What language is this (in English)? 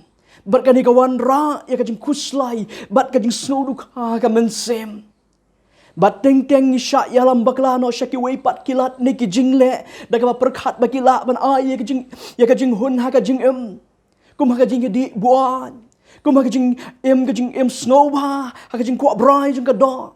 Khasi